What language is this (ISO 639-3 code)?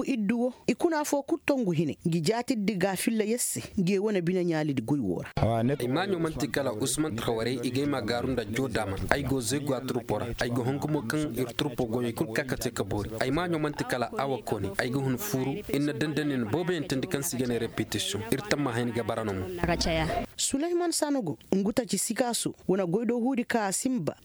ses